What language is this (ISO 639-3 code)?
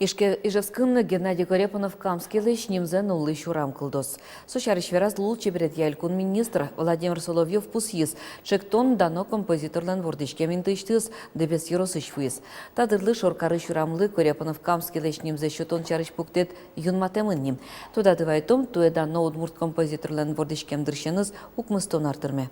udm